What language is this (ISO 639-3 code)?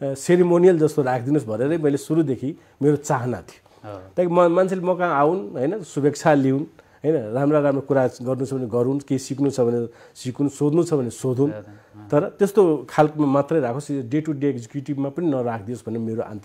nep